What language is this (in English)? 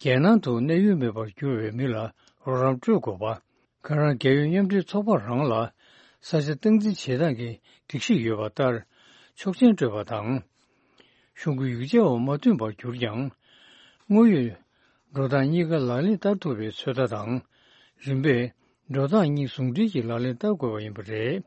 Tibetan